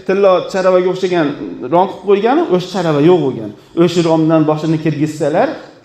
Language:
Uzbek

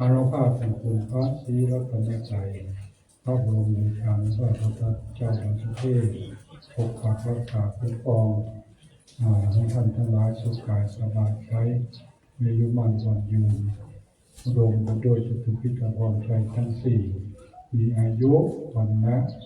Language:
Pali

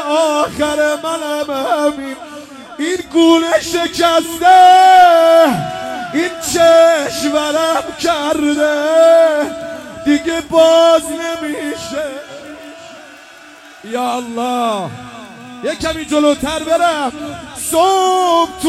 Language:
Persian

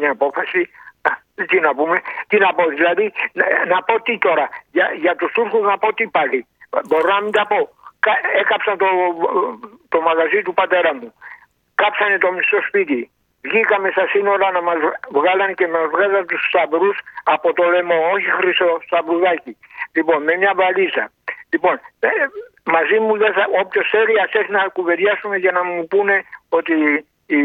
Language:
Greek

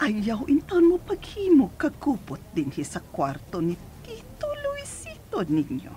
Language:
Cebuano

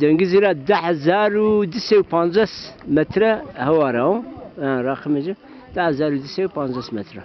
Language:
Zaza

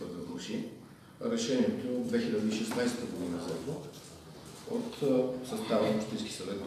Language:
Bulgarian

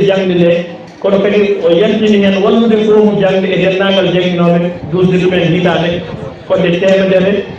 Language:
Fula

